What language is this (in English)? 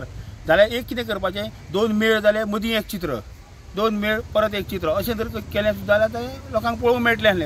Konkani